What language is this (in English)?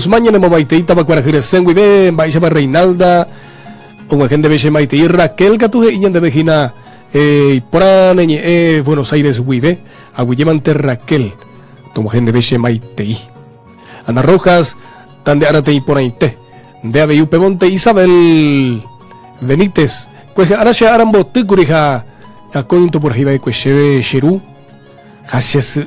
Guarani